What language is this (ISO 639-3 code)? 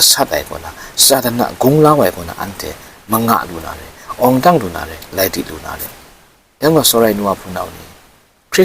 kac